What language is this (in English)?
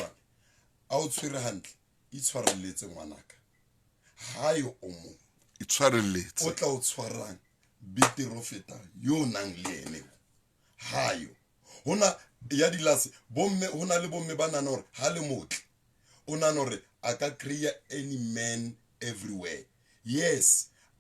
Southern Sotho